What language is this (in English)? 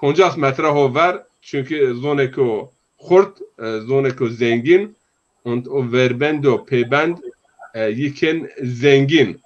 Zaza